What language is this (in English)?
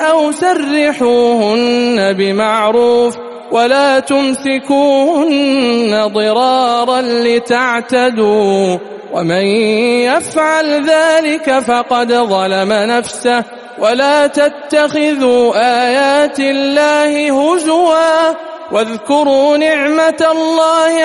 Arabic